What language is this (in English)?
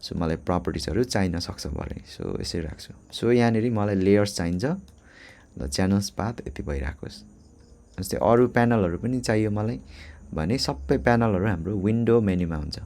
Nepali